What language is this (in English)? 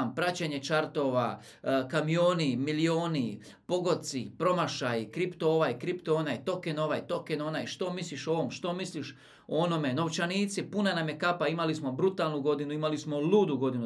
Croatian